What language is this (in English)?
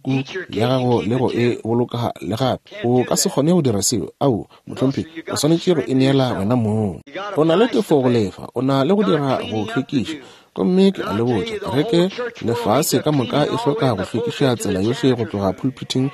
Northern Sotho